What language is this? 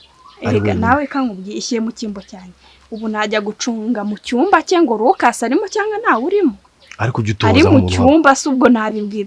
Kinyarwanda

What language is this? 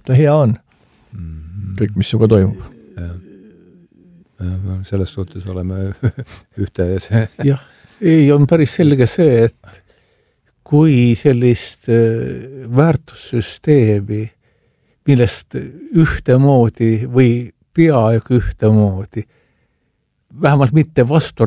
Estonian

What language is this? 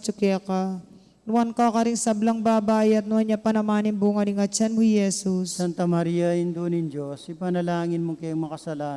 Pampanga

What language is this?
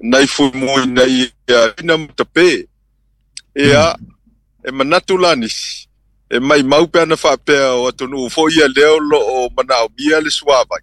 Samoan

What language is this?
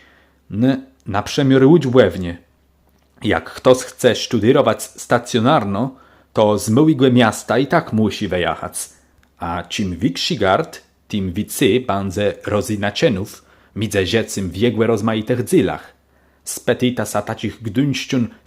Kashubian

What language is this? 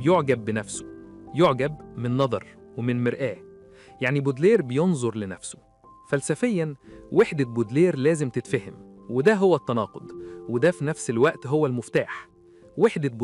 Egyptian Arabic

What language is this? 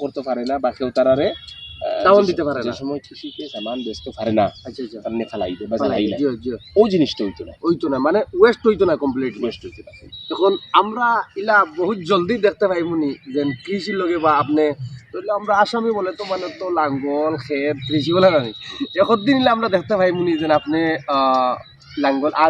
Sylheti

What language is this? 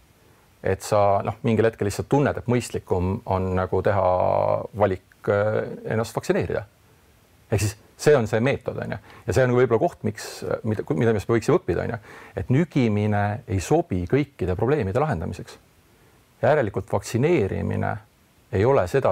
Estonian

